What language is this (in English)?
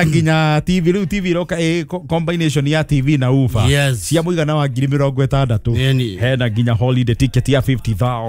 Kikuyu